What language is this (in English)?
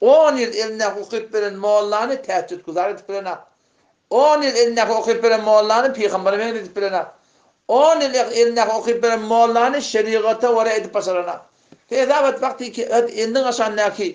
Turkmen